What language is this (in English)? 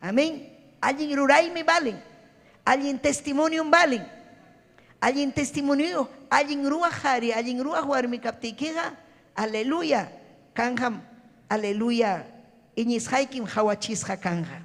Ayacucho Quechua